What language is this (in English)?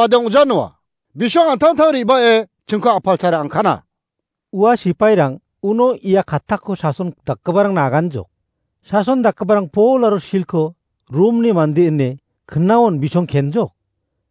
Garo